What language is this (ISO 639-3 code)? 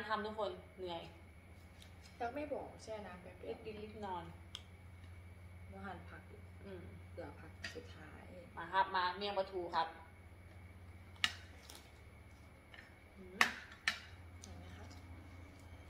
tha